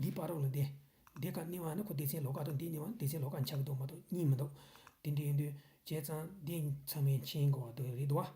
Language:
Tibetan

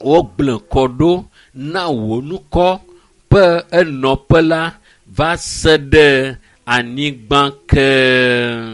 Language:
Ewe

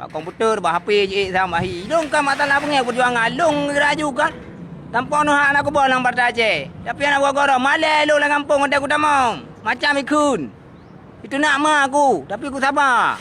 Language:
Achinese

